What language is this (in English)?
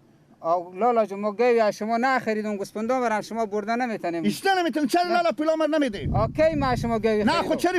Persian